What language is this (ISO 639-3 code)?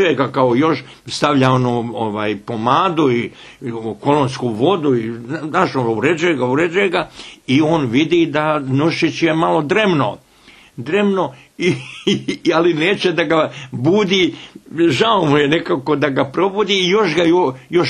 bos